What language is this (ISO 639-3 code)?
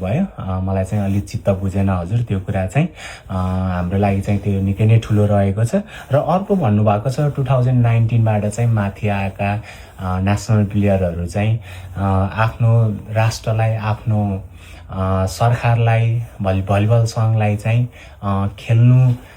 nep